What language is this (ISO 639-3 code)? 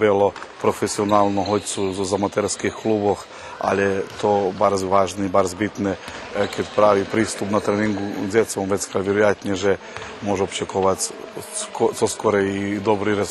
rue